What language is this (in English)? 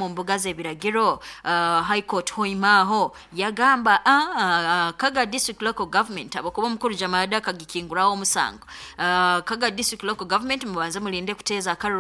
Nyoro